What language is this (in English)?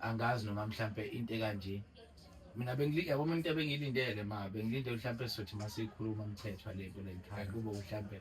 Zulu